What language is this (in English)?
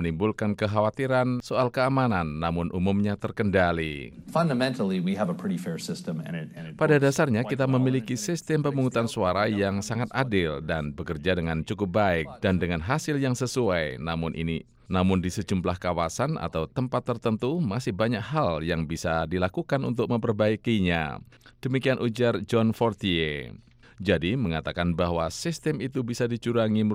Indonesian